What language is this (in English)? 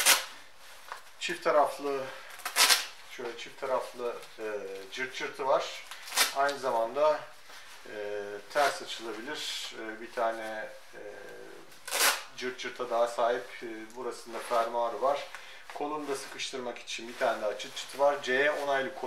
Turkish